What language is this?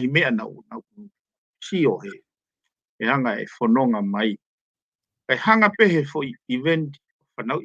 Tongan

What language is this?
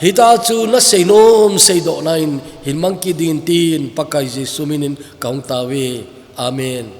Thado Chin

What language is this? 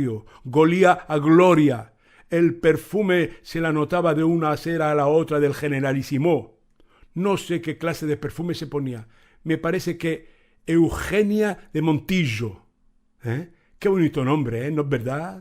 Ladino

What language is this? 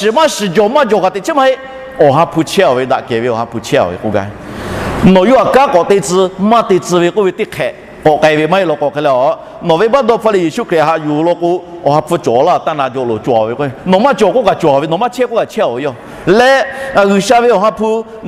Lahu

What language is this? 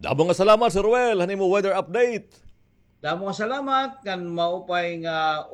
Waray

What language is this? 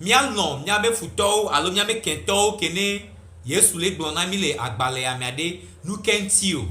Gen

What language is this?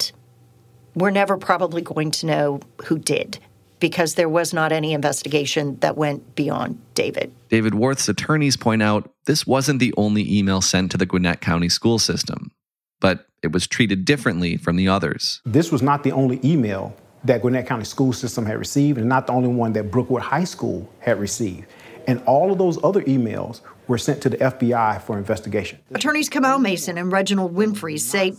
English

